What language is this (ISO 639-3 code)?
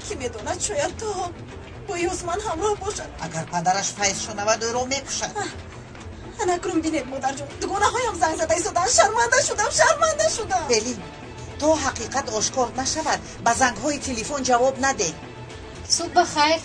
tgk